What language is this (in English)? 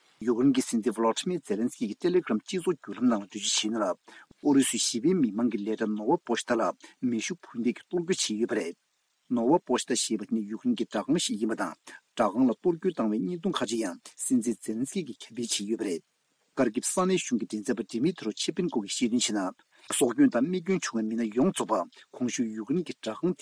Tibetan